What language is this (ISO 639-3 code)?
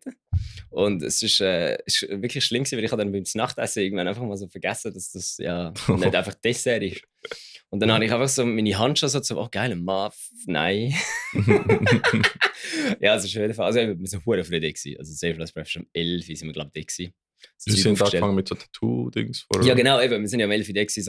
gsw